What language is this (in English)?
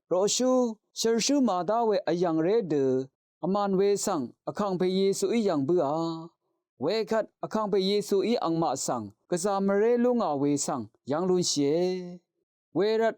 Rawang